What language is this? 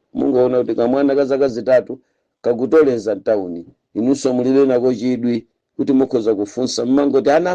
Nyanja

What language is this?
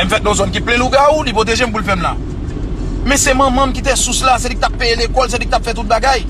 Haitian Creole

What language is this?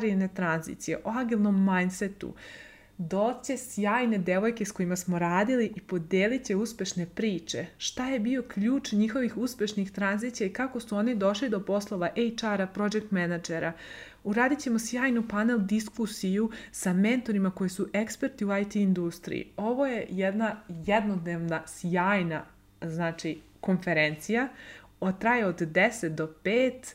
Serbian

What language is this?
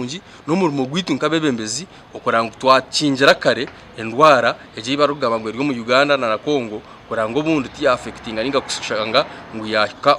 Nyankole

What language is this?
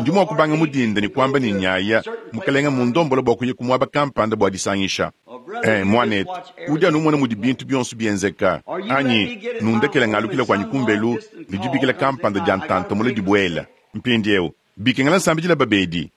Luba-Lulua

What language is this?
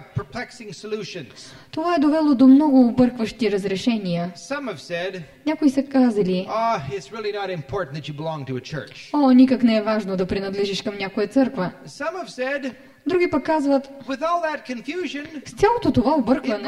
Bulgarian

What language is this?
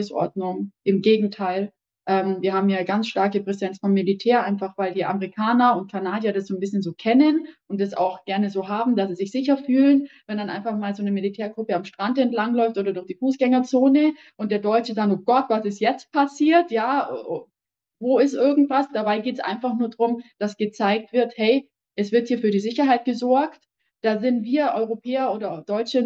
German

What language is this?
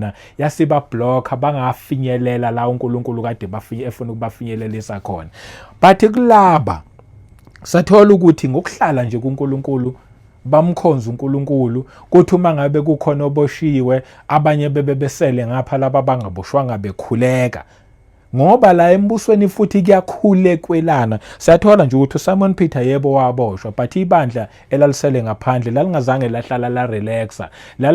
Zulu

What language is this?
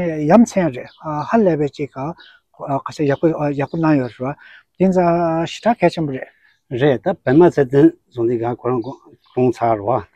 Tibetan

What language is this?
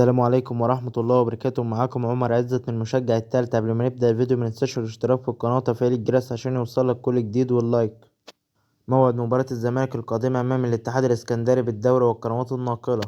Egyptian Arabic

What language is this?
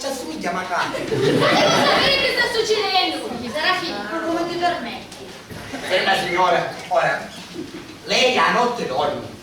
Sicilian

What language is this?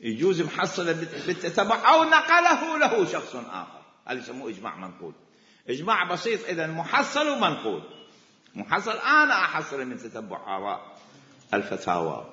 Mesopotamian Arabic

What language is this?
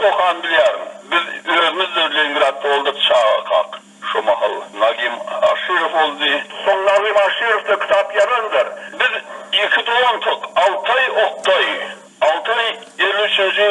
Turkmen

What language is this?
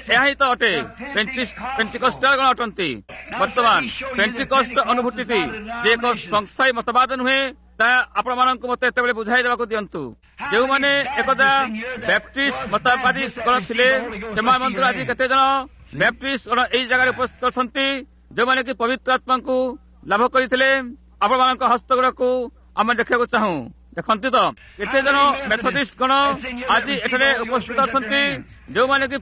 Odia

